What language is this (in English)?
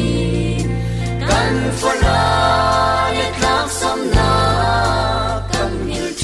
Falam Chin